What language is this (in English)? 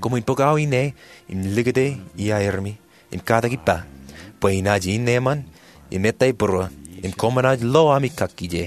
Marshallese